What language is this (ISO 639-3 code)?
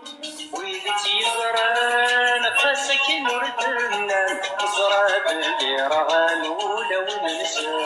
kab